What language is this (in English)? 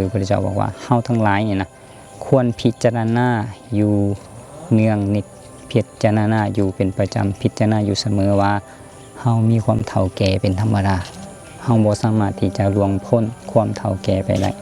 Lao